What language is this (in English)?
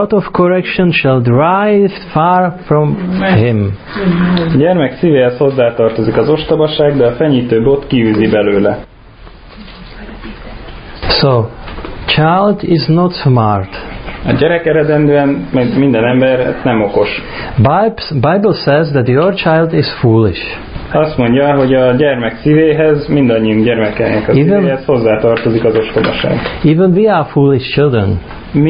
Hungarian